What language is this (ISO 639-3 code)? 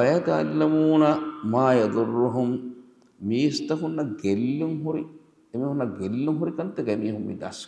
div